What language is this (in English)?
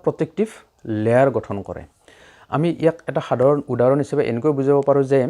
Assamese